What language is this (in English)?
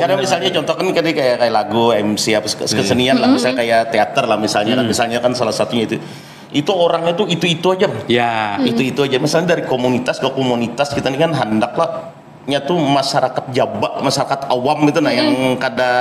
Banjar